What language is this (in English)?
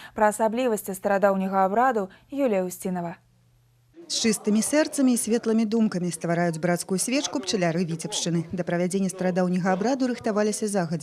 Belarusian